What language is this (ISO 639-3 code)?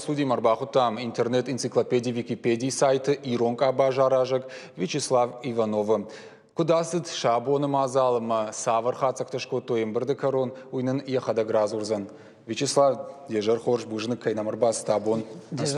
oss